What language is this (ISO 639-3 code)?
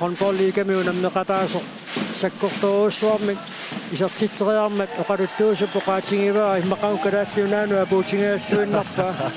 kal